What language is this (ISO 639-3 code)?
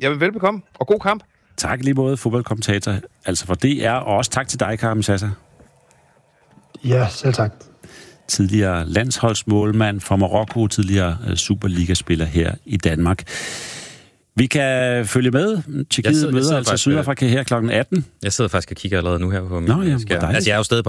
dan